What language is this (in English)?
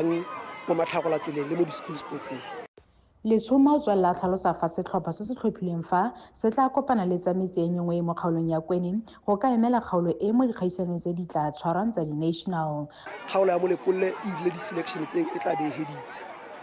Tswana